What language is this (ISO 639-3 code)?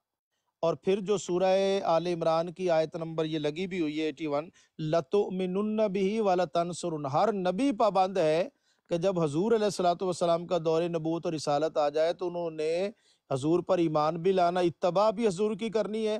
urd